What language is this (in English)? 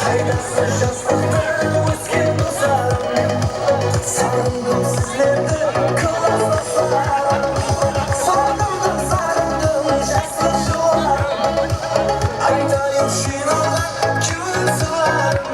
Kara-Kalpak